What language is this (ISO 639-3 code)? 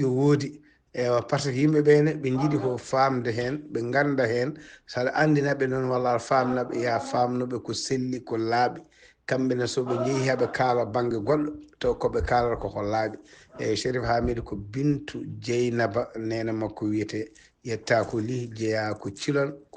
ful